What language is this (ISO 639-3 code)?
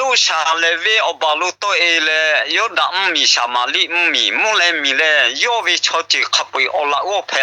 lhu